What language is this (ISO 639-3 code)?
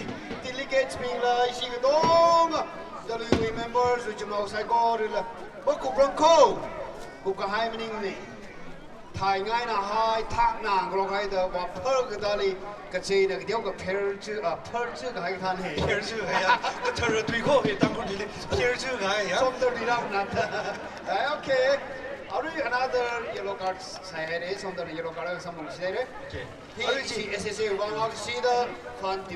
nmf